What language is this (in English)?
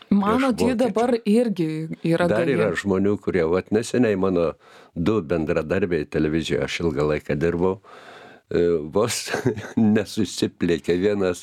Lithuanian